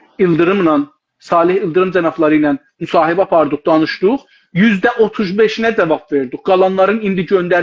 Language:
South Azerbaijani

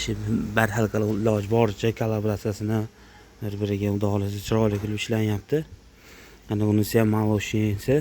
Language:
Uzbek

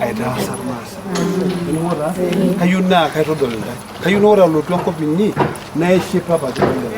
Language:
Masai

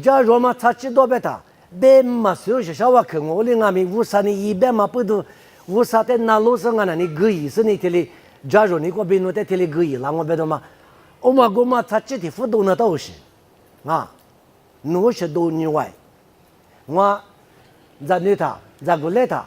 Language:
Lisu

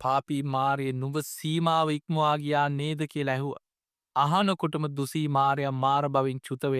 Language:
Sinhala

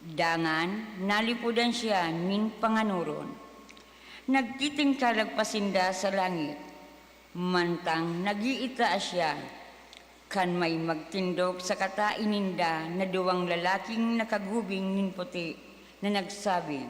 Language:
Bikol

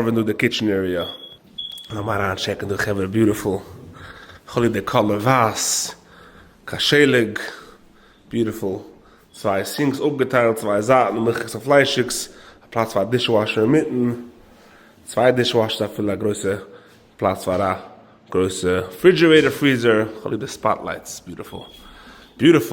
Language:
Yiddish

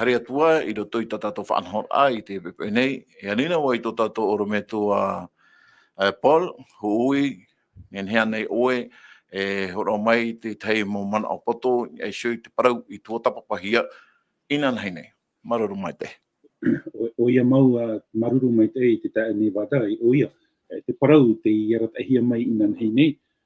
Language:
Tahitian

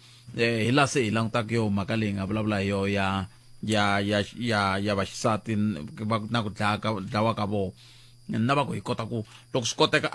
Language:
Tsonga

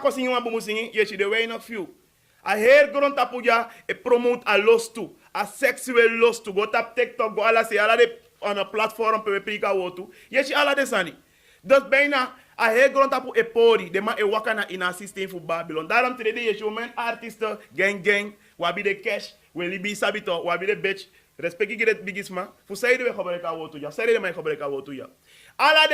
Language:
Sranan Tongo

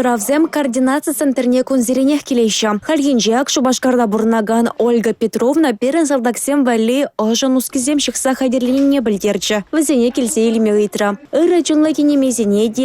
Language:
Chuvash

